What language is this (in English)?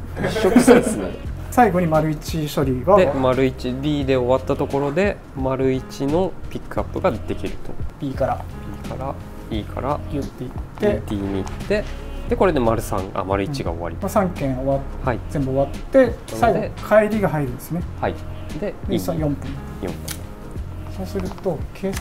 Japanese